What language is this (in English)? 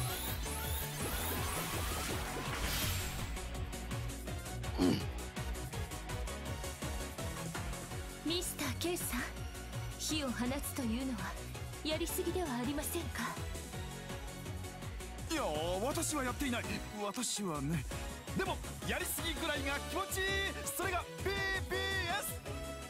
Japanese